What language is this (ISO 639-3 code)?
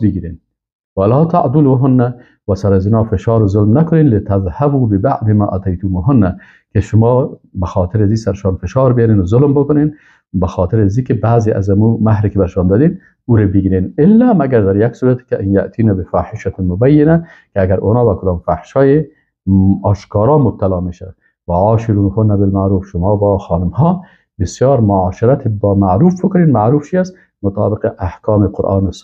fas